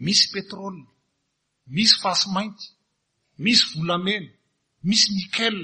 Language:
Malagasy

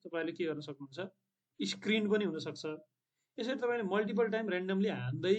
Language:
Nepali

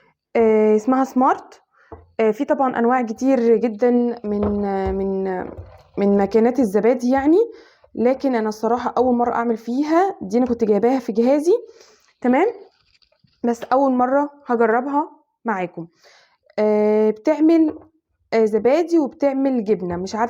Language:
Egyptian Arabic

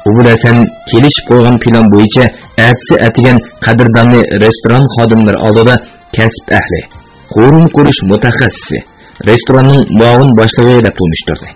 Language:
Uyghur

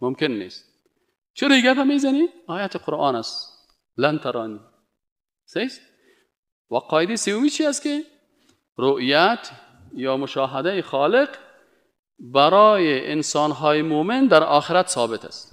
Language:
Persian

